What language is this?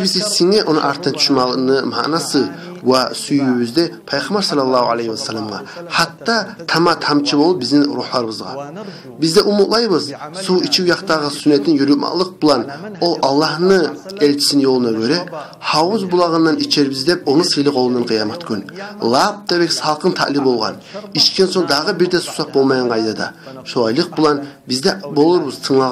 Kumyk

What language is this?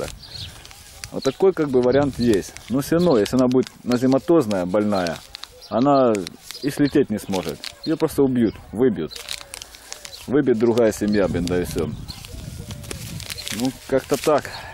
Russian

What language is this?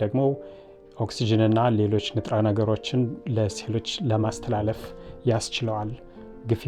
Amharic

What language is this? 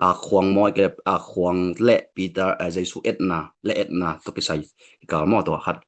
Tedim Chin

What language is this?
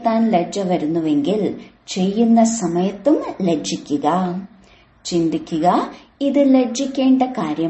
Malayalam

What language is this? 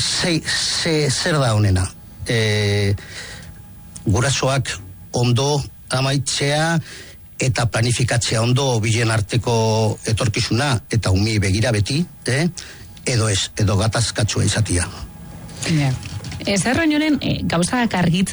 Basque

